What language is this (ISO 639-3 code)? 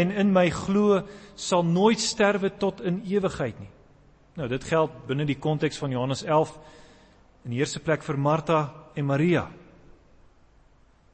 afr